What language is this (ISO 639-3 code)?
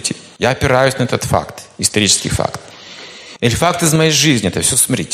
rus